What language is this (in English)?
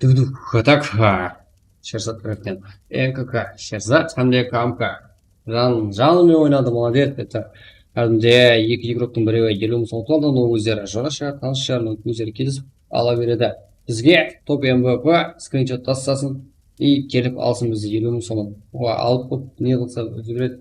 Kara-Kalpak